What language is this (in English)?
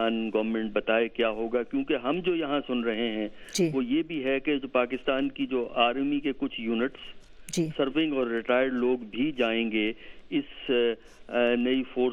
Urdu